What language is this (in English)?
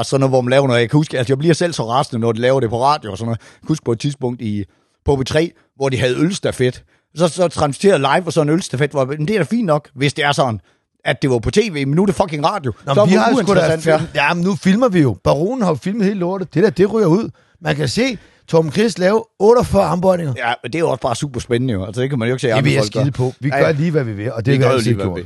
Danish